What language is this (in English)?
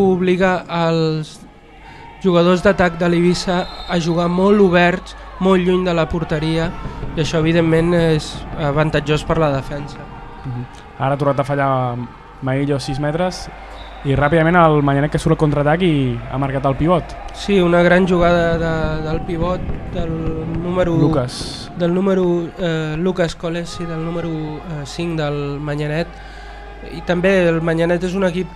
Catalan